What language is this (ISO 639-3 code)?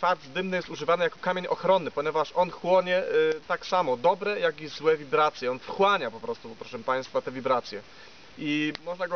pol